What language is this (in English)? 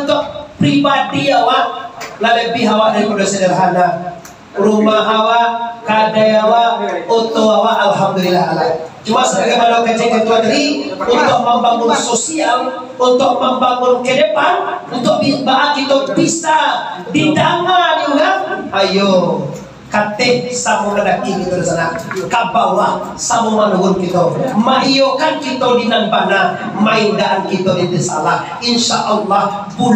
Minangkabau